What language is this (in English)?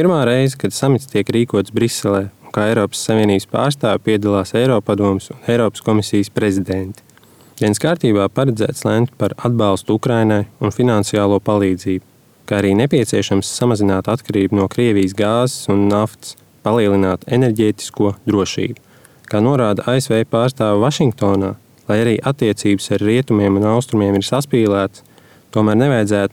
Latvian